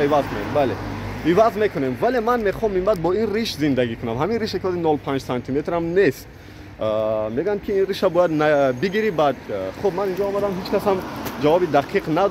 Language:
Tajik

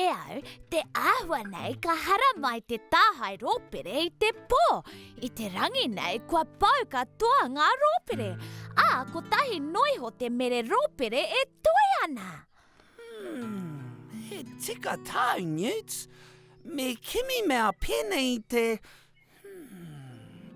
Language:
Māori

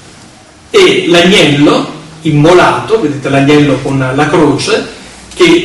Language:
Italian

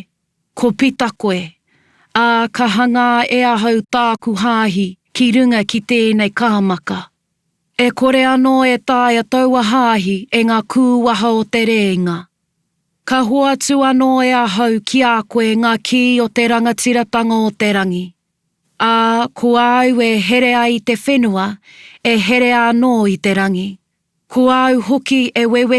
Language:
Māori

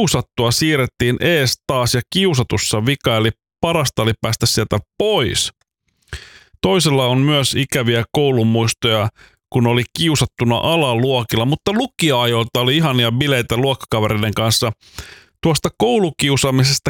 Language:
Finnish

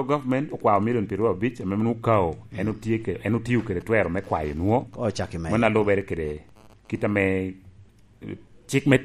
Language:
Lango (Uganda)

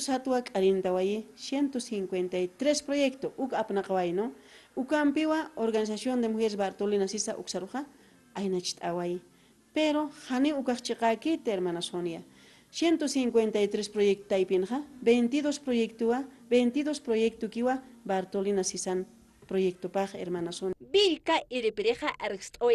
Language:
Aymara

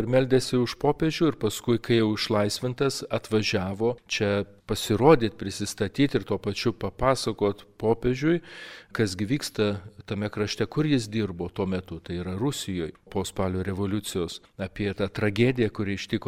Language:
Lithuanian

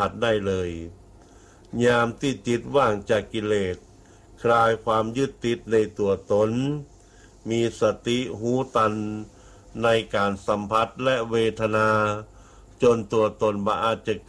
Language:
Thai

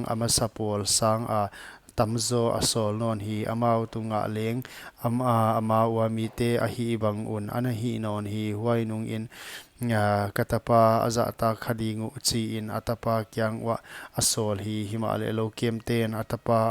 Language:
Paite Chin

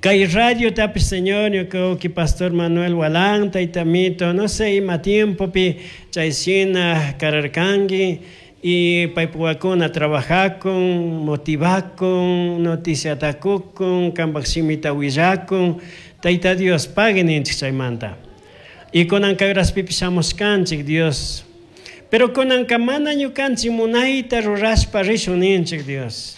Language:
Chimborazo Highland Quichua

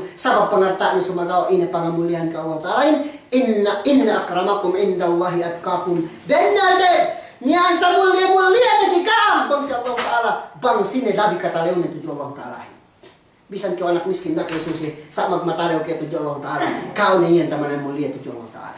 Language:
Yakan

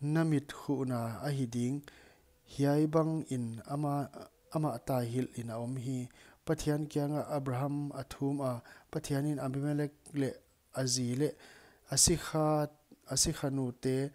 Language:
Paite Chin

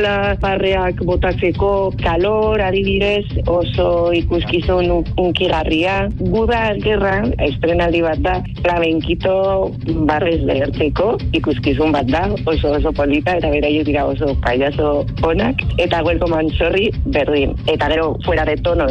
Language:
Basque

